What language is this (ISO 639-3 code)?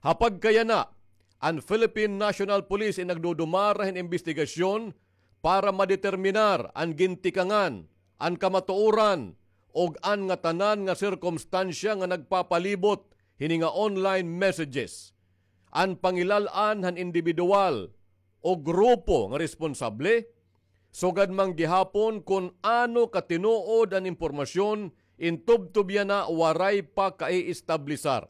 war